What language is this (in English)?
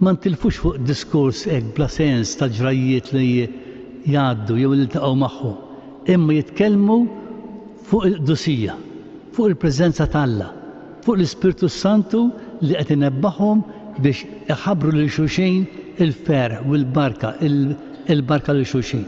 Maltese